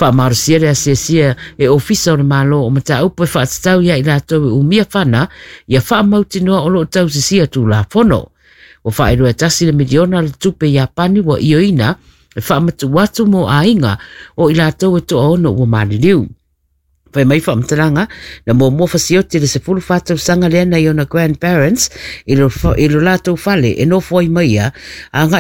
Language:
Samoan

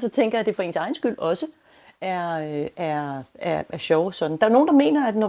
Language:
Danish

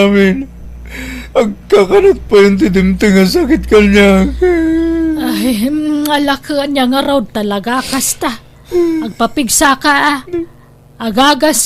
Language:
Iloko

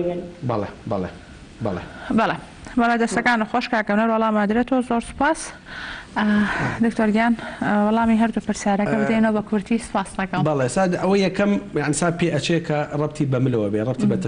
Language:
Central Kurdish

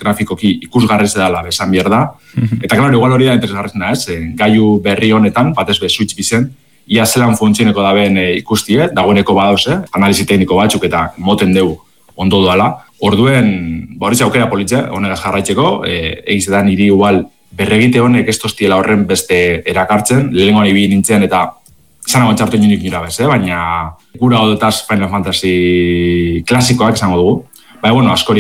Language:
Basque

